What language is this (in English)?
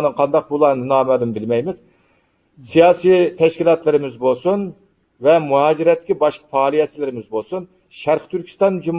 Uyghur